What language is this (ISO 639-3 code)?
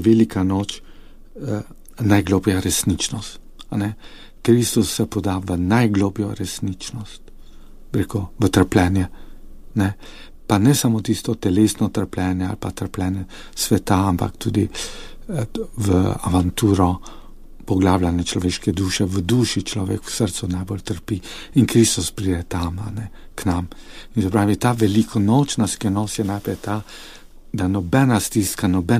slv